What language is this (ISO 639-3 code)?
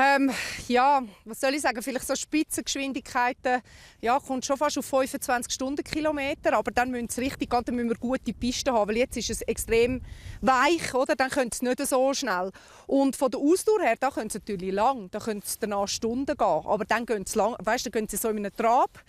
roh